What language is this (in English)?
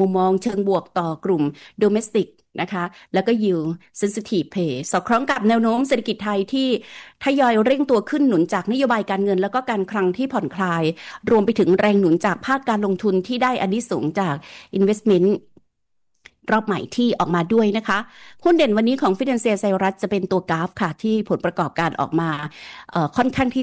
Thai